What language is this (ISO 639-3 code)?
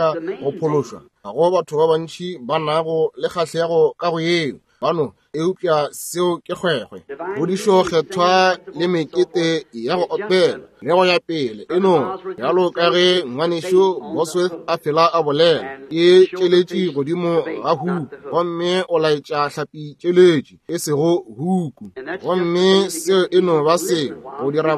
nso